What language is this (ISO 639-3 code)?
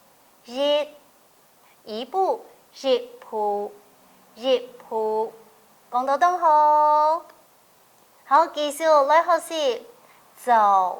hak